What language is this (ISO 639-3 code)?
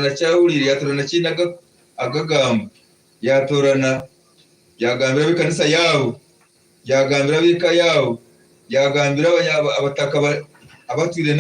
nyn